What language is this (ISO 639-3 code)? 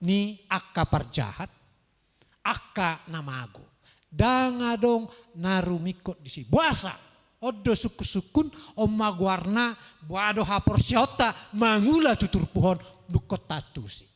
bbc